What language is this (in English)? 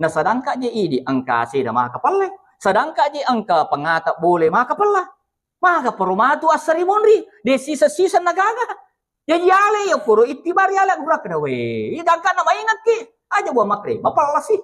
Buginese